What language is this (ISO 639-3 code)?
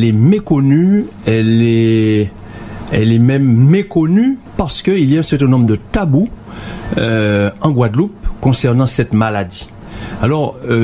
fra